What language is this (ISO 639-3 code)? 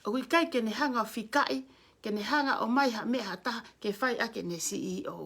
ton